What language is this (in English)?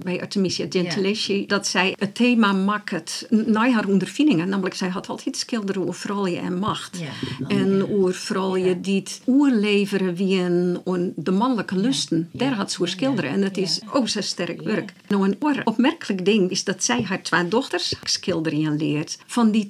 Western Frisian